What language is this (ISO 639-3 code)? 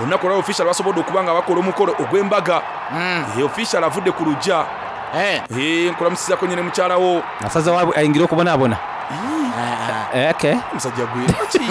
xog